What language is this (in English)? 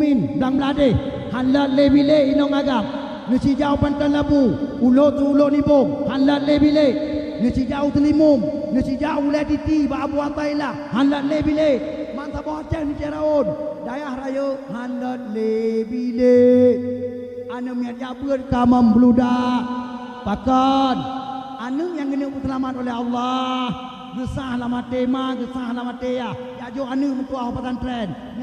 Achinese